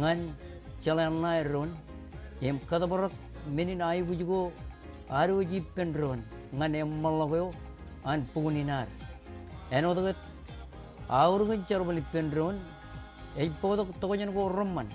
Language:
Marshallese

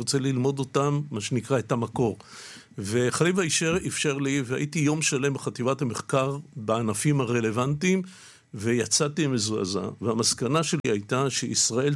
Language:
Hebrew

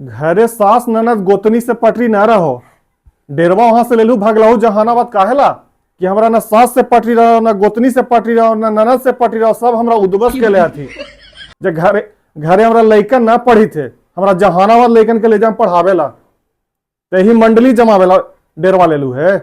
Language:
Magahi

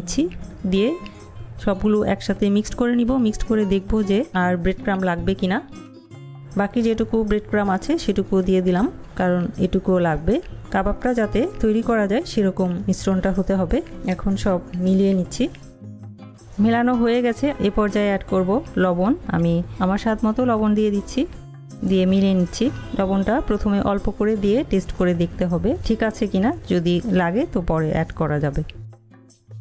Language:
Bangla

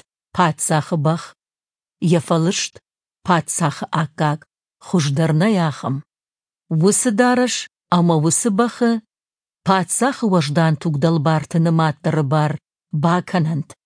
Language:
Ossetic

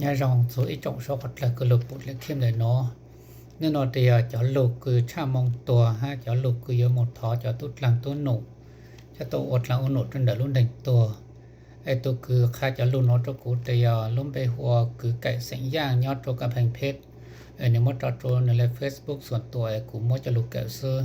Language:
Hmong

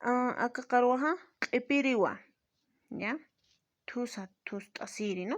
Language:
Aymara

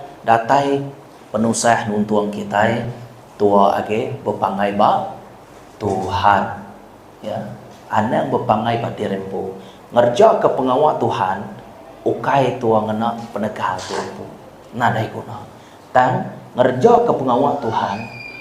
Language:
Iban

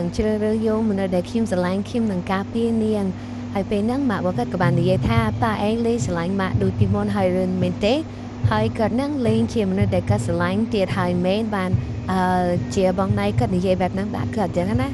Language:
Khmer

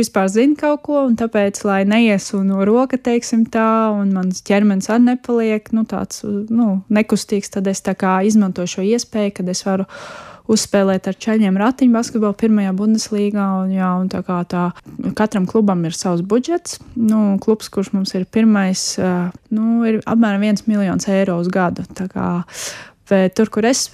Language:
Latvian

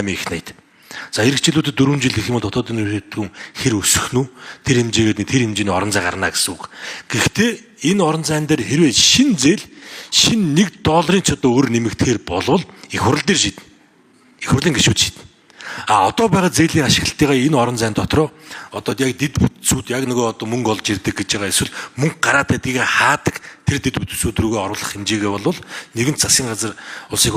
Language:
Mongolian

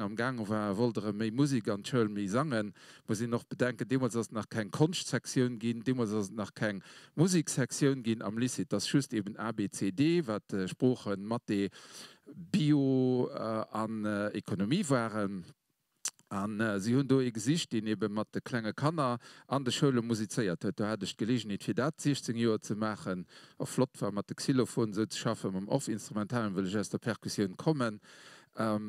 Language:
Luxembourgish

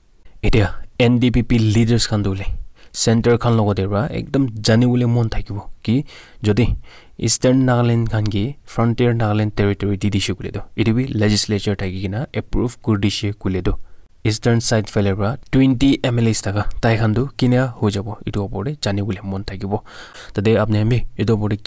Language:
Naga Pidgin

